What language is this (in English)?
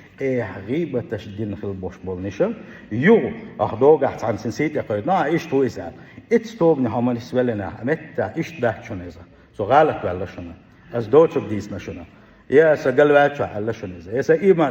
Chechen